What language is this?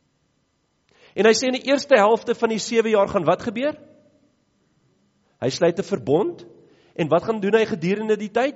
Afrikaans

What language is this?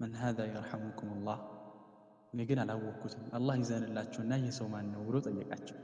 Amharic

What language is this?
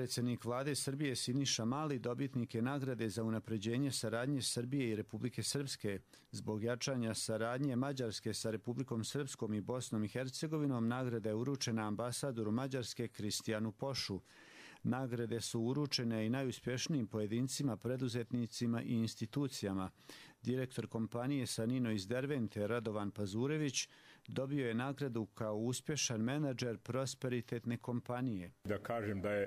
Croatian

